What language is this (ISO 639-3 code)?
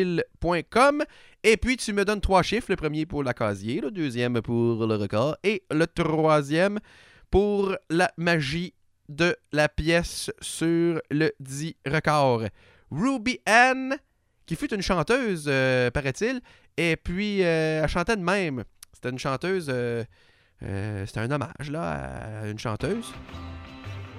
fra